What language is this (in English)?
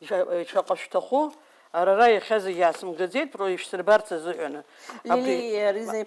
Abkhazian